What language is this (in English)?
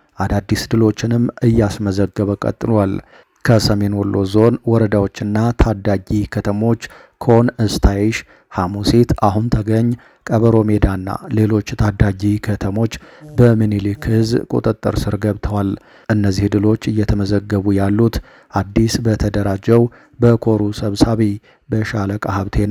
Amharic